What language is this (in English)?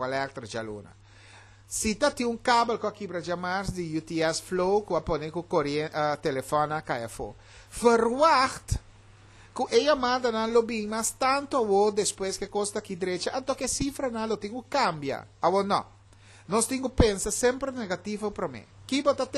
Papiamento